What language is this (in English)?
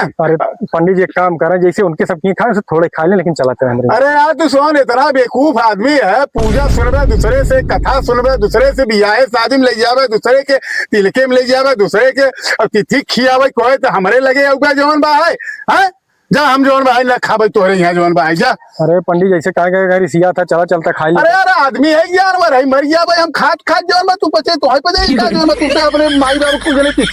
Awadhi